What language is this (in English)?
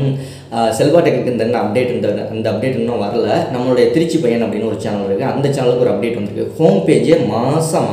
Tamil